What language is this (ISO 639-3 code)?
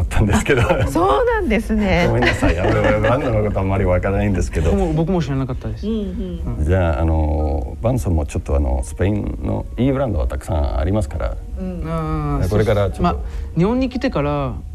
jpn